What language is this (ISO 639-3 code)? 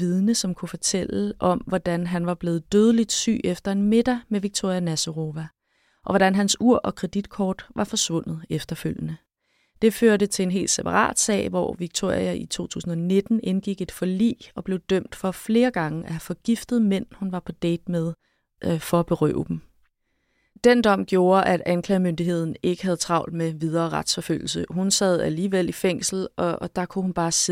dan